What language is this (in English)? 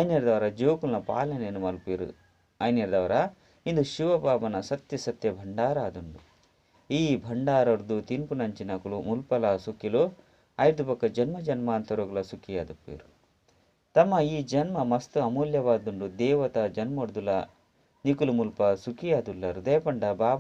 Tulu